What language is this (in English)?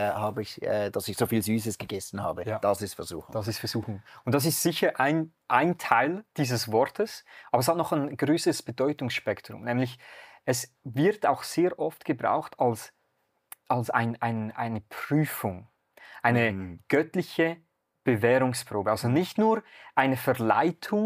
Swiss German